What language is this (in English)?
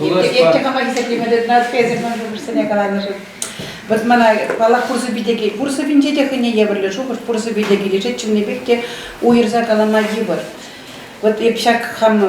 Chuvash